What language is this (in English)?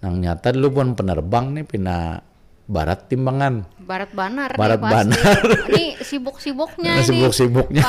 Banjar